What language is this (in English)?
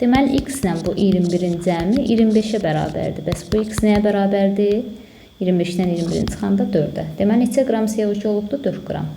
Azerbaijani